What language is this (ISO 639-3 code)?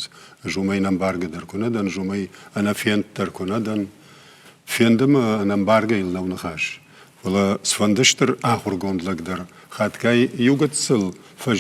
oss